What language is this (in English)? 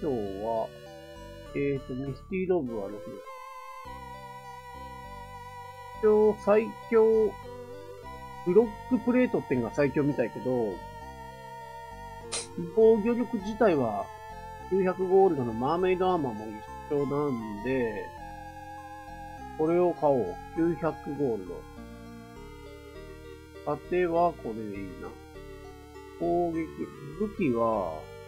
Japanese